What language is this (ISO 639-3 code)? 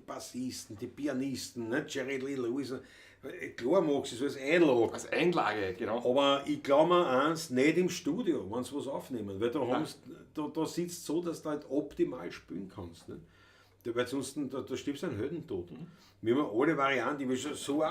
bar